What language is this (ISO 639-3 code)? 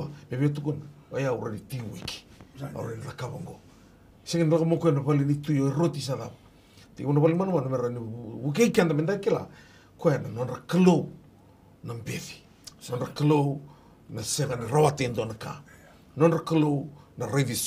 fij